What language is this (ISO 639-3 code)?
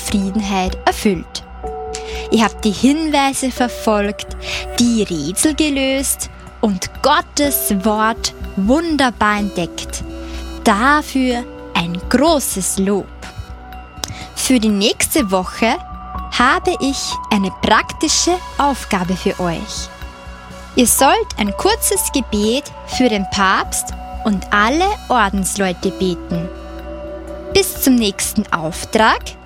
deu